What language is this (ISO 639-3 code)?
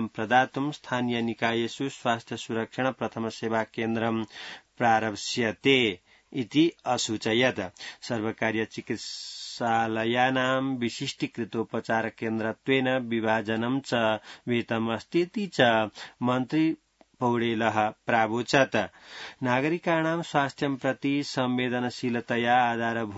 san